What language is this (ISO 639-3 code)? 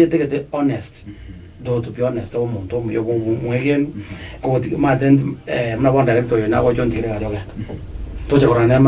guz